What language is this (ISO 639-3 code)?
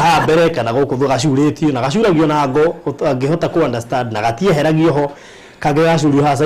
kik